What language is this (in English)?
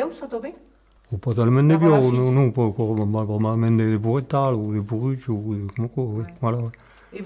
Occitan